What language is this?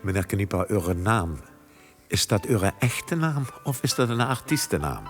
Limburgish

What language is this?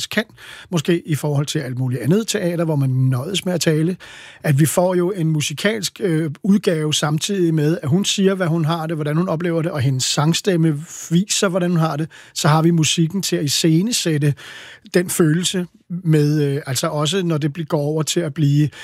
Danish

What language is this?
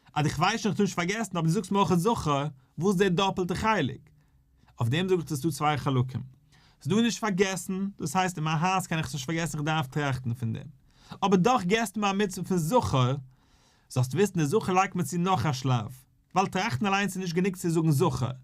Yiddish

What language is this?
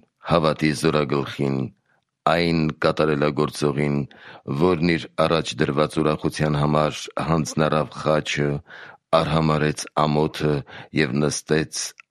Armenian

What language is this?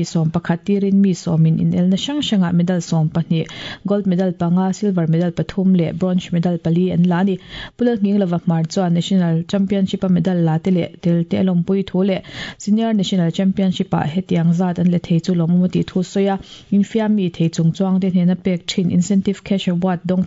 Mizo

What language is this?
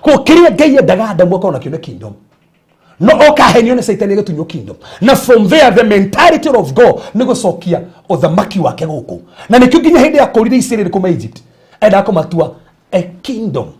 Kikuyu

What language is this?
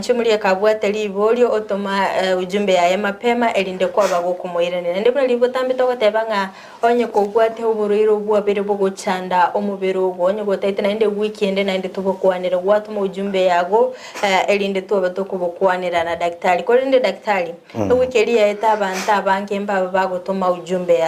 Gusii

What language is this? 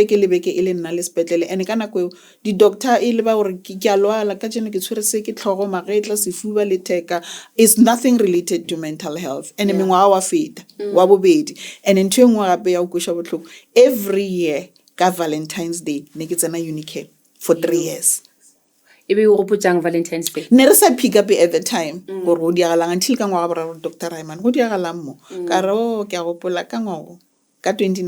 Northern Sotho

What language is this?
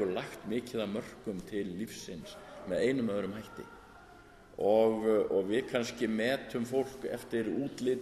Icelandic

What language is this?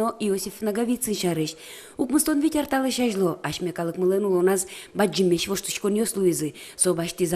Udmurt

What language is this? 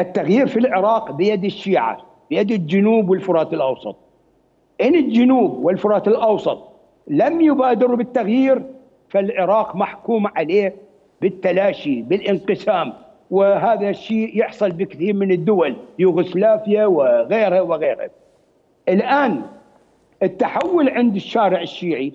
Mesopotamian Arabic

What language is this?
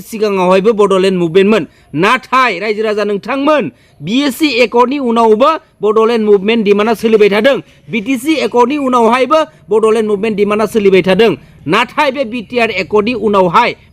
Bodo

